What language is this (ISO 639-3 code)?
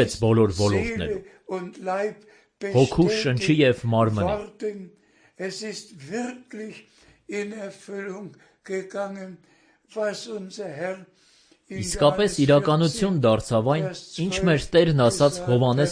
hye